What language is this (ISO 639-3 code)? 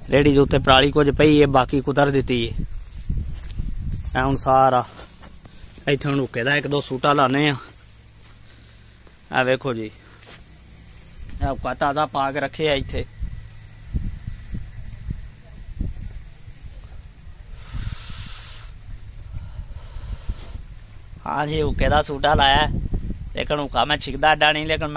pan